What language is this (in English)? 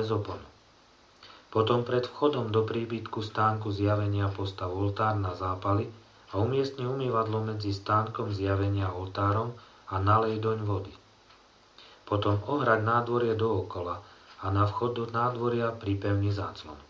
Slovak